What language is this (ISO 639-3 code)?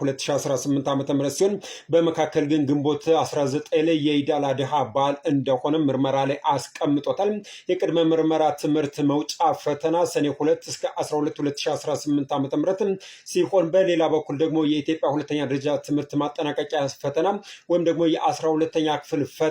amh